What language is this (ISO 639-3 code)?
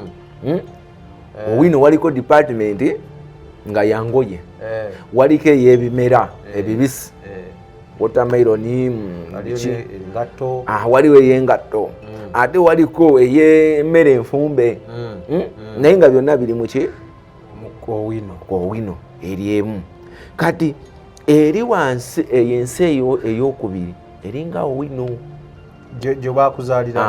lug